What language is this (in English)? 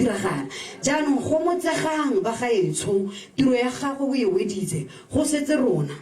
Tswana